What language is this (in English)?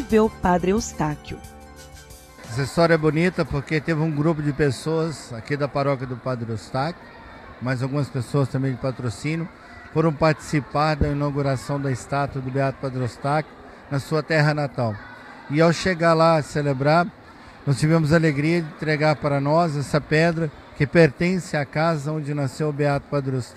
Portuguese